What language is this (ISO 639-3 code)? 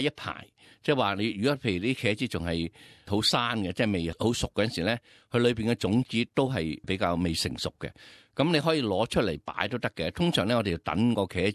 yue